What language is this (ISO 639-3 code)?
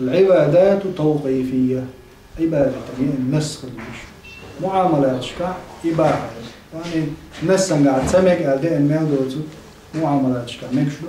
che